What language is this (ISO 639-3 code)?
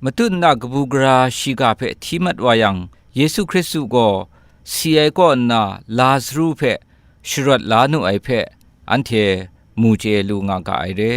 kac